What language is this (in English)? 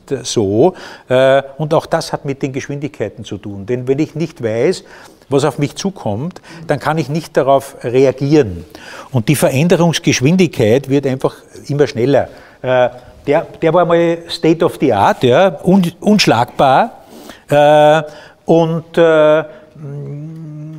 German